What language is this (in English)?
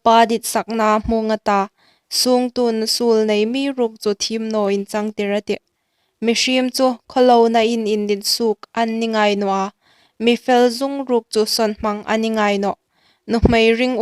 Hmar